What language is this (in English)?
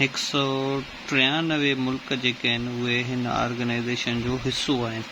Sindhi